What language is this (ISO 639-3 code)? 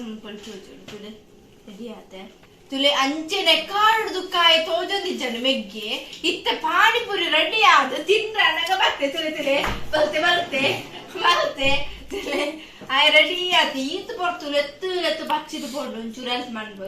tcy